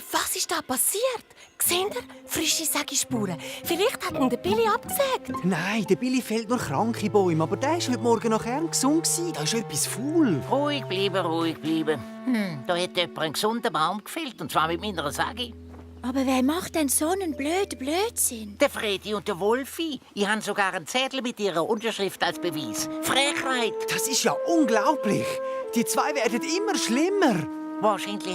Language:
Swiss German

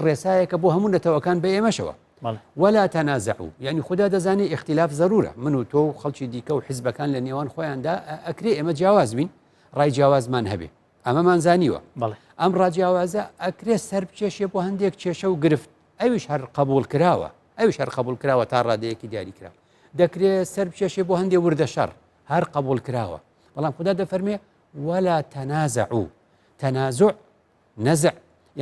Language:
Central Kurdish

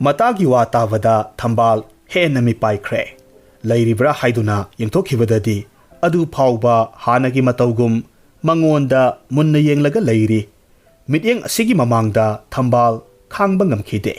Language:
Manipuri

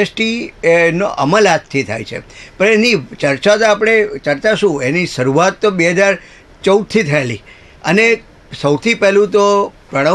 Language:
Gujarati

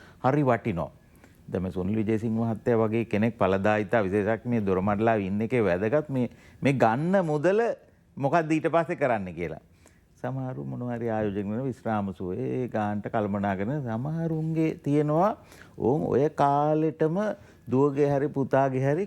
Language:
Sinhala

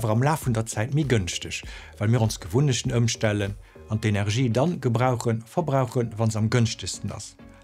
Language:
Luxembourgish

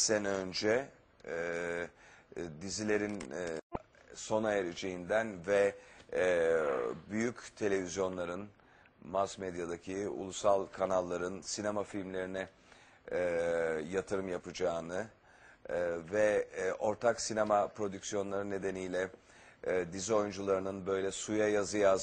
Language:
Turkish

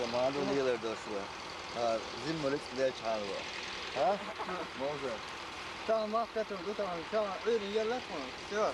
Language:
Chechen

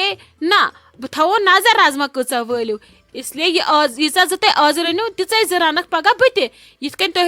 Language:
Kashmiri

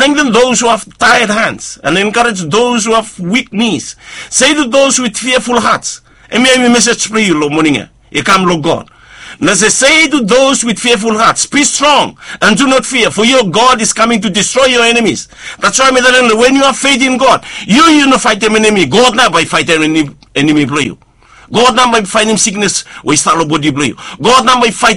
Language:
Bislama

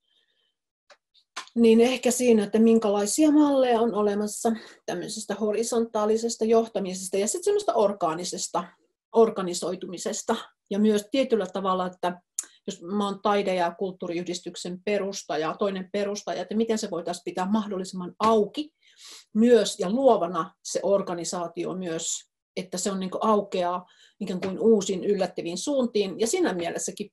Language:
Finnish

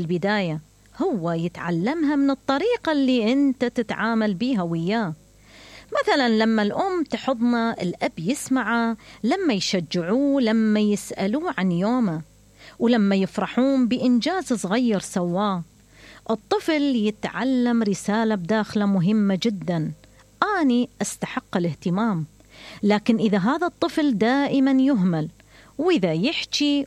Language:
Mesopotamian Arabic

